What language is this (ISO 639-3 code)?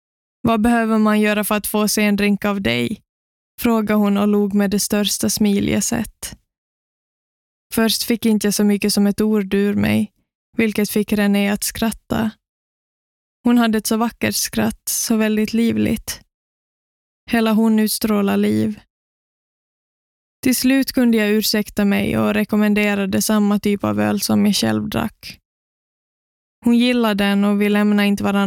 swe